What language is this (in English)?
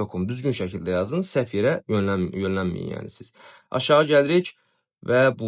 Azerbaijani